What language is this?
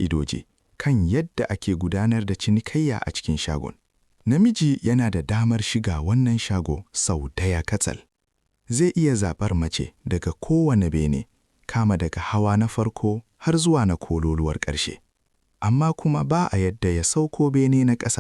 Hausa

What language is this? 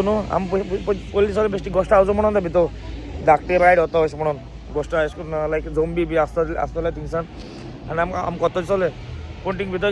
Konkani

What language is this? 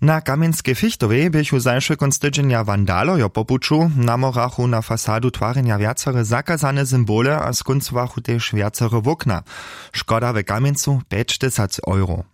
Upper Sorbian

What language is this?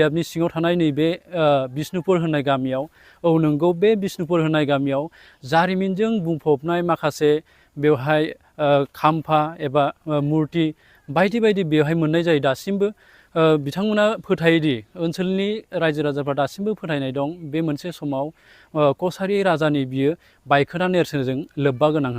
Bodo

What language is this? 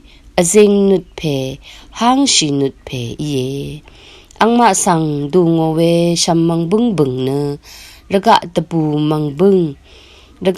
Rawang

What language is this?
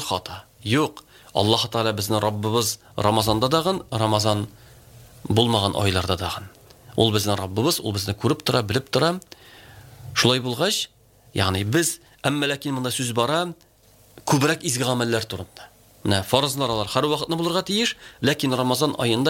Tatar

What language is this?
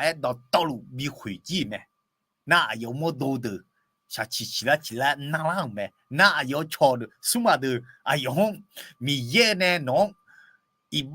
Akha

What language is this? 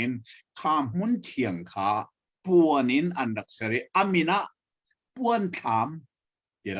Hakha Chin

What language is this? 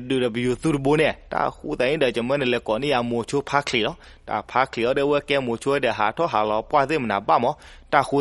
S'gaw Karen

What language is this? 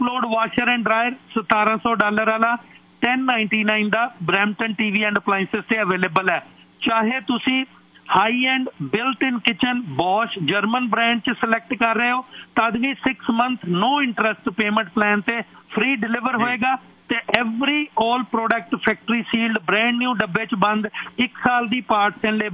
Punjabi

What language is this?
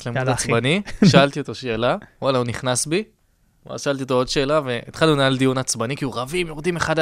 Hebrew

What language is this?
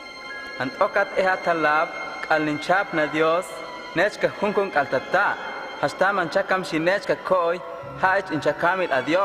Huastec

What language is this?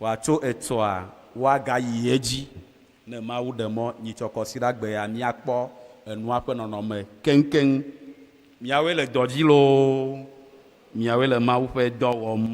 Ewe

